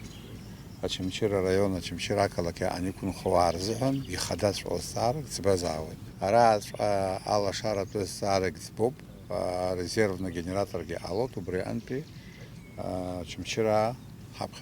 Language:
Abkhazian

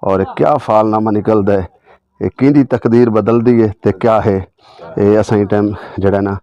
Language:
Saraiki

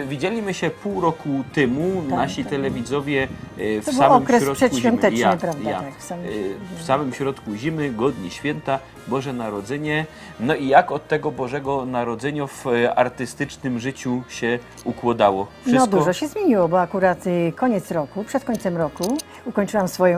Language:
Silesian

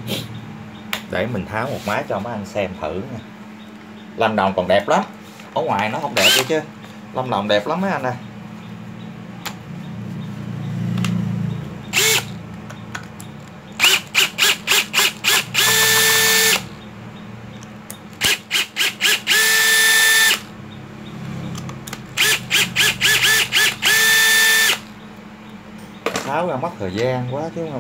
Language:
Vietnamese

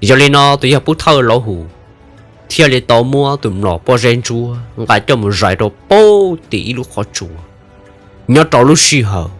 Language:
Hmong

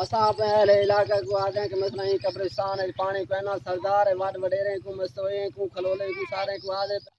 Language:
Saraiki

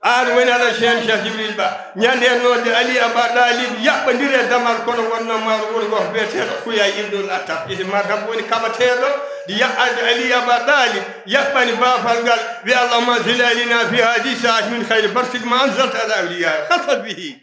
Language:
Fula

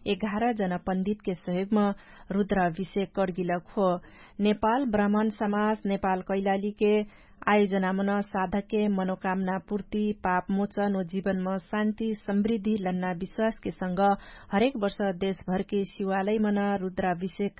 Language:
Dangaura Tharu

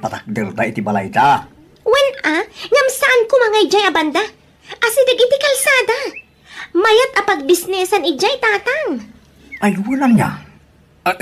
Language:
Iloko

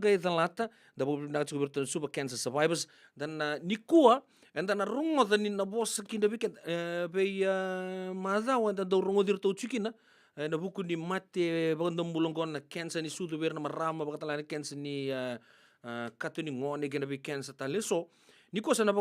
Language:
Fijian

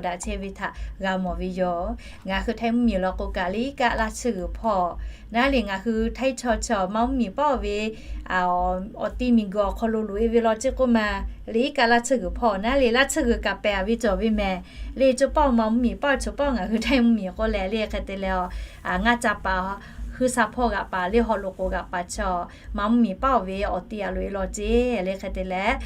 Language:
Lahu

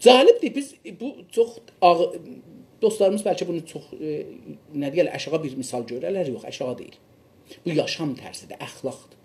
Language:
South Azerbaijani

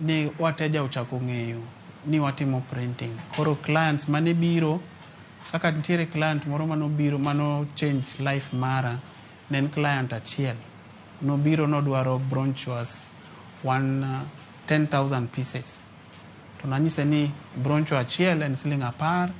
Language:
Luo (Kenya and Tanzania)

